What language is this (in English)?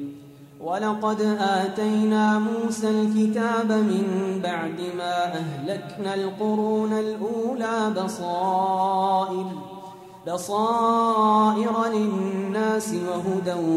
Arabic